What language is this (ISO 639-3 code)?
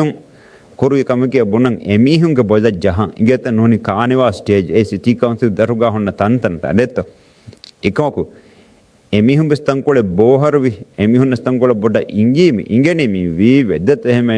div